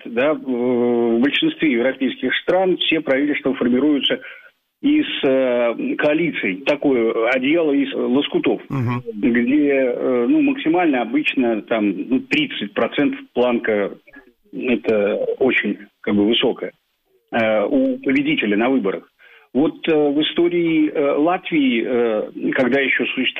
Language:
Russian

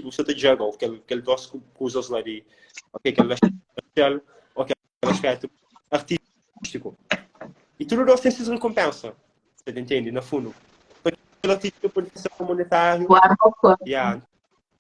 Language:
Kabuverdianu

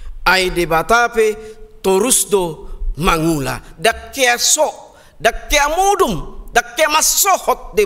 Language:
Batak Toba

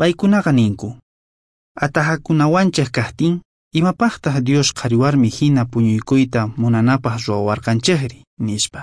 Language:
South Bolivian Quechua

